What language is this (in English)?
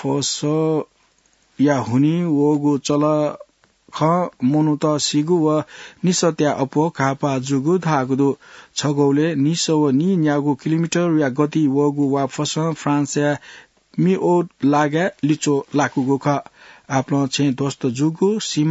Newari